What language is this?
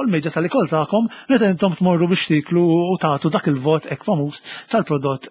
Maltese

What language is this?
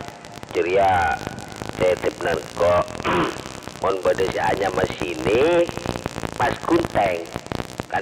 Madurese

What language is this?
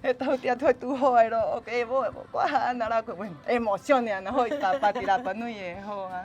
Rapanui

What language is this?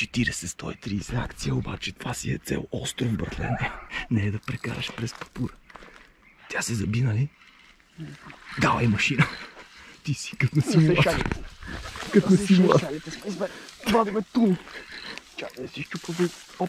Bulgarian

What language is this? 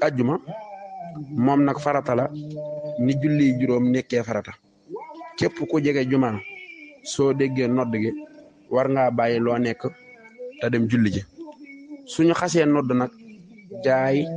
Wolof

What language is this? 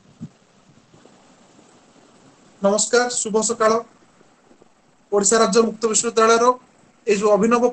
Odia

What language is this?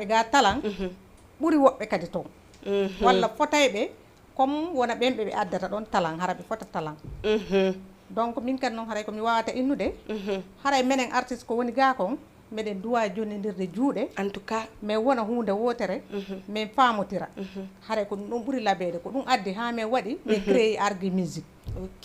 Fula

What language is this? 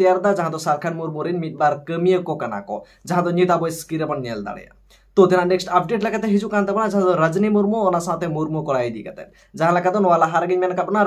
Santali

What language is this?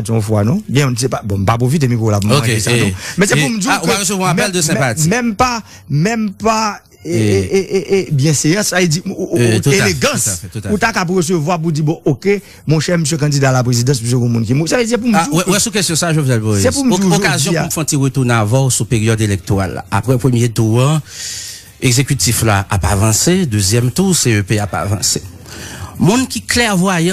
Haitian Creole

